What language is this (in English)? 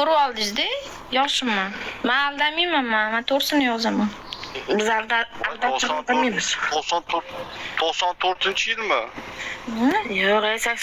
Uzbek